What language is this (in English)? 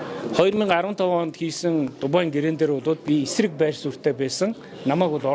Mongolian